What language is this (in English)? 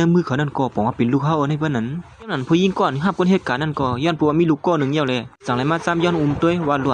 Shan